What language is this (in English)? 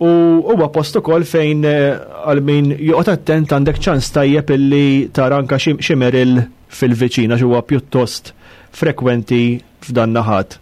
Maltese